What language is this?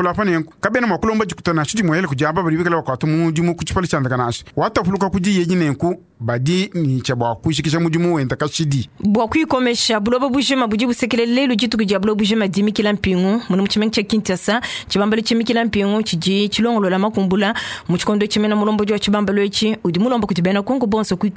Luba-Lulua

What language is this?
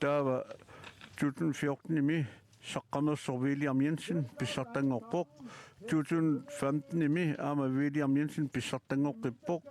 Kalaallisut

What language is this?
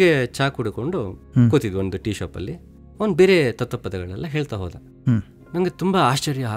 Kannada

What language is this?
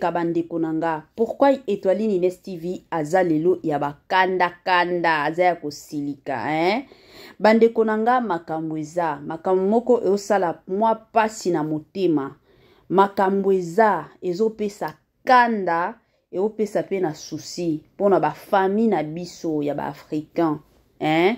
Lingala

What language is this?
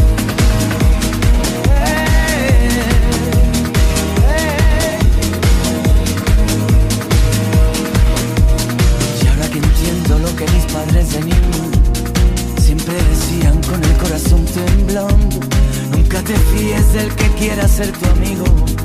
Spanish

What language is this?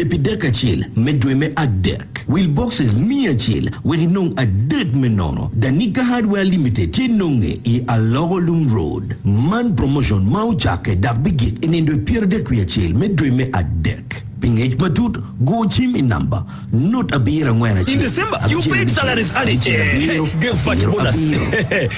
Acoli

